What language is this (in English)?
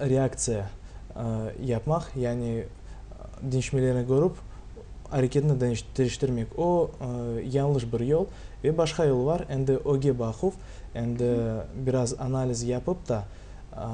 Crimean Tatar